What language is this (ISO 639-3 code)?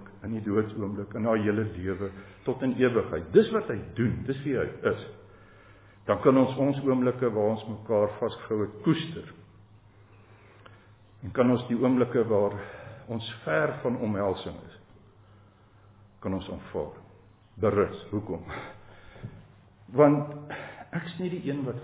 afr